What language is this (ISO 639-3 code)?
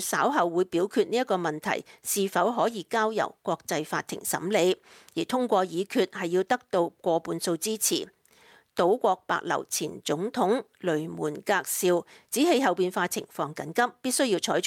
yue